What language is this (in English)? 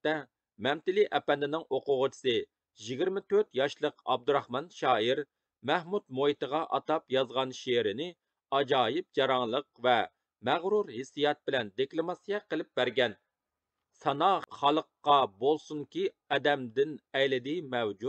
Uyghur